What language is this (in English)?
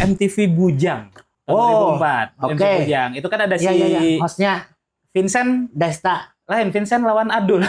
Banjar